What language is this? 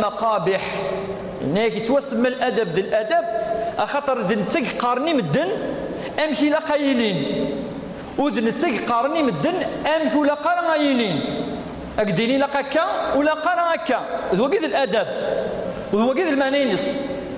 Kabyle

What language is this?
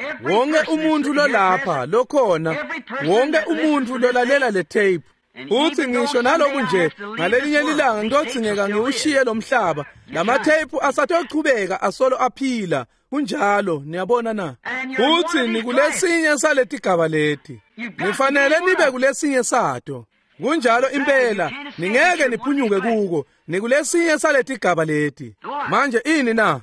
Swati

